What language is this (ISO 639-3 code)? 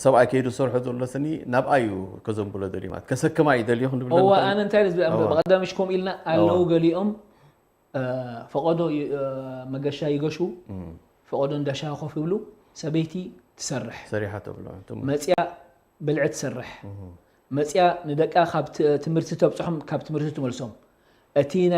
tir